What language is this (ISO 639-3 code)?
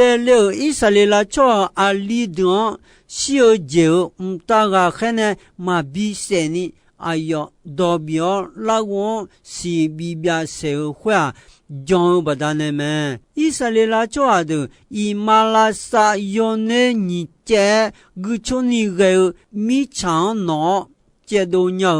ahk